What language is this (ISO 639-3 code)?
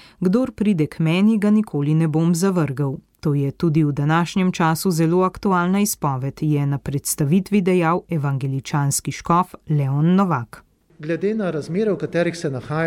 slv